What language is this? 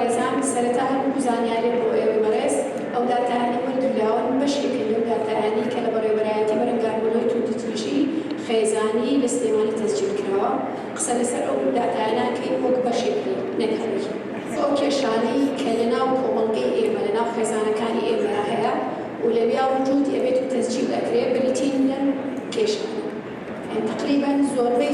Central Kurdish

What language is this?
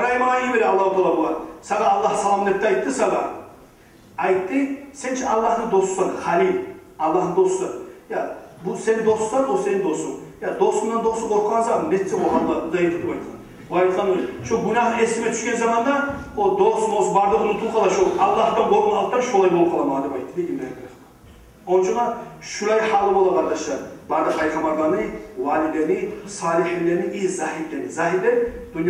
Kumyk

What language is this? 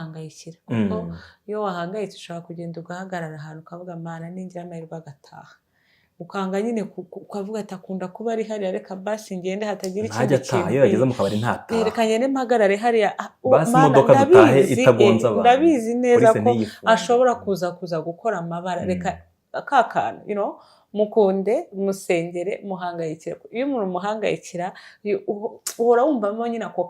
Kinyarwanda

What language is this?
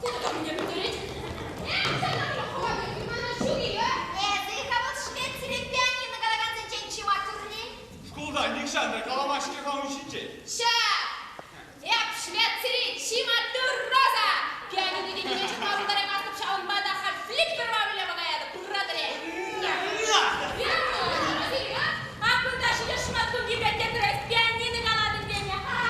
Chuvash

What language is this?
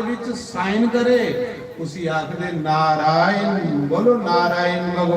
Dogri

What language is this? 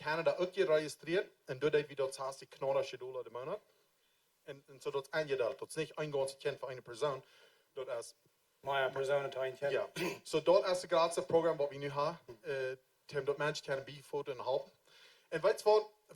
Plautdietsch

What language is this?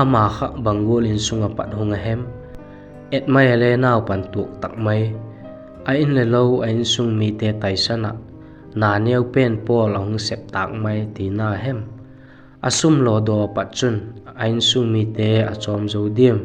Vaiphei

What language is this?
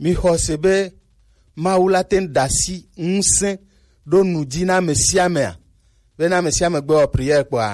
Gen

